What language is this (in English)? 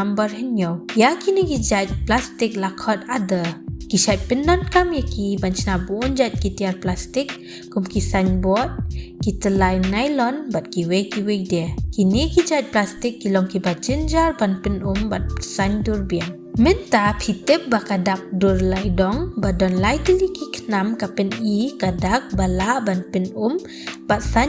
Khasi